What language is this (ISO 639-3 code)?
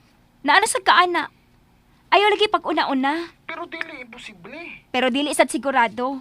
ceb